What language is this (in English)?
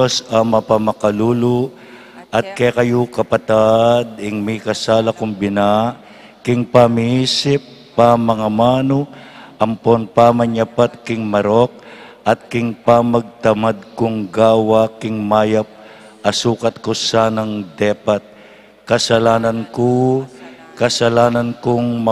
Pampanga